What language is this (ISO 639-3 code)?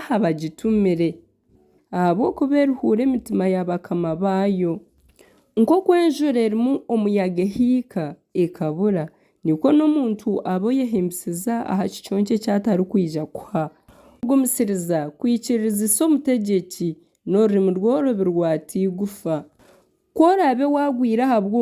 nyn